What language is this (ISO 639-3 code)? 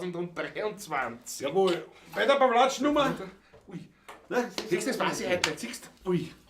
bar